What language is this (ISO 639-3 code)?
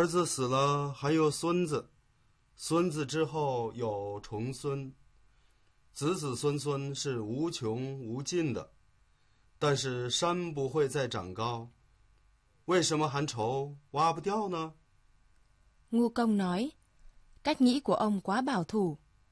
zho